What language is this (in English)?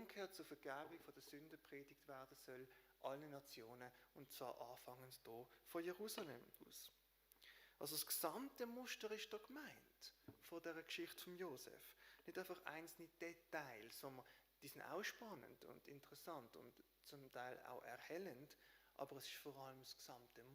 Swiss German